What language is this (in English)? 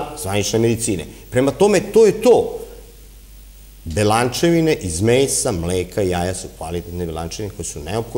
Serbian